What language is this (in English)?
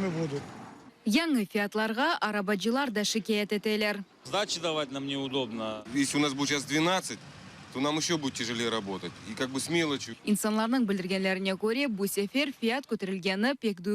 Crimean Tatar